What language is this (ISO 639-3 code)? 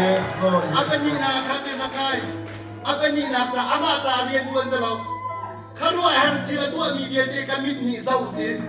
cnh